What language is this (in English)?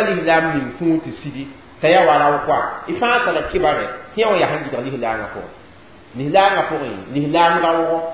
Mossi